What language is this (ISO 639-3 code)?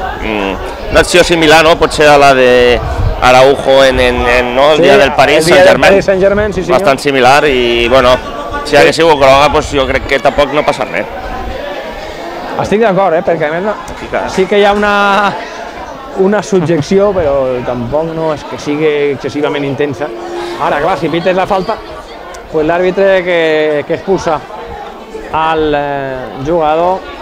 cat